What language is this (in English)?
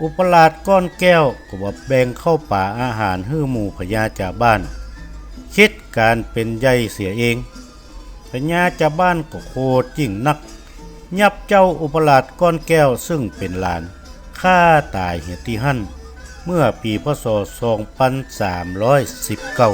Northern Thai